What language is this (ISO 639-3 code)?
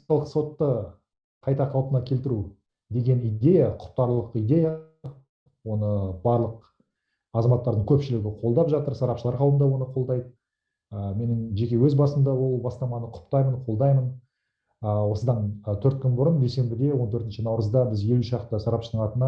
kaz